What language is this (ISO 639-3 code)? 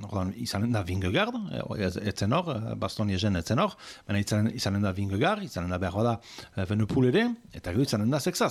eus